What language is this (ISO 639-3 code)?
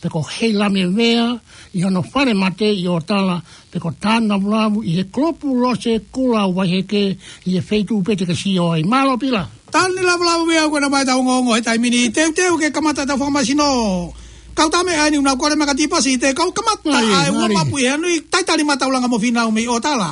ton